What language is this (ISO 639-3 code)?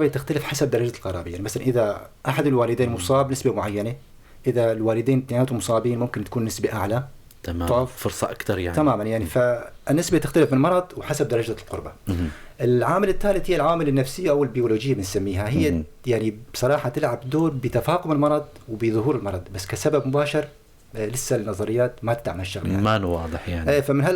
apc